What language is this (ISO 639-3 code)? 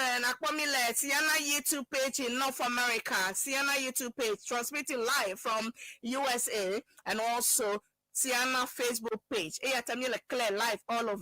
ewe